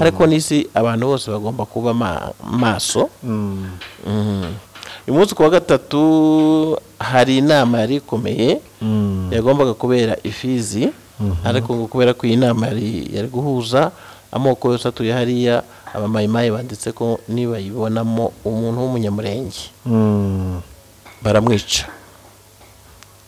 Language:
Kinyarwanda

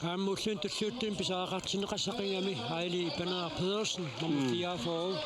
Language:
Kalaallisut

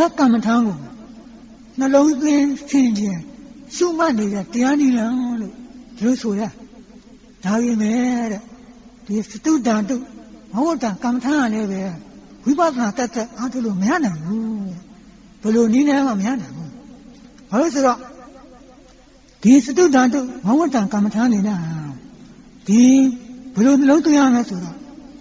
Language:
Burmese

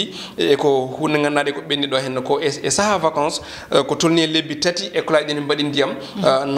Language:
Fula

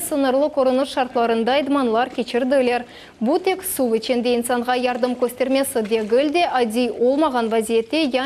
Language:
Crimean Tatar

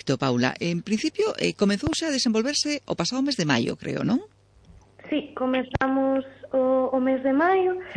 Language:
Galician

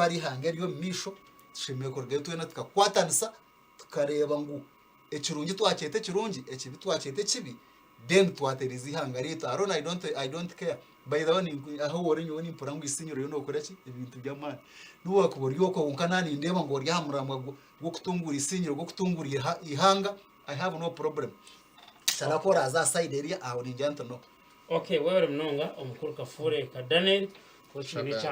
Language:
Nyankole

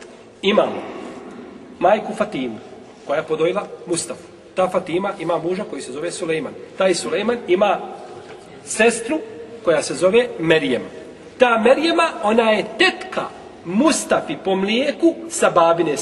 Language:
Bosnian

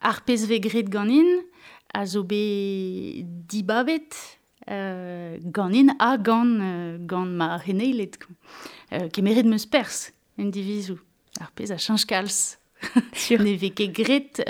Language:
Breton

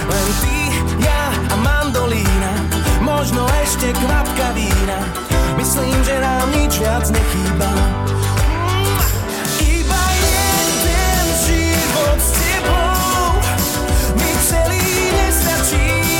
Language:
Slovak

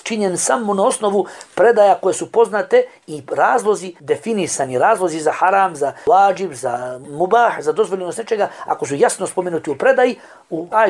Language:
Bosnian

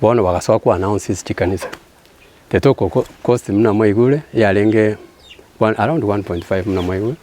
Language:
Gusii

